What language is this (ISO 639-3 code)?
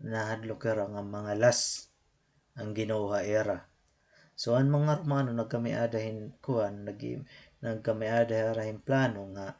war